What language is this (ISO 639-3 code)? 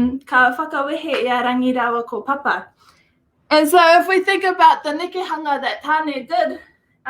mri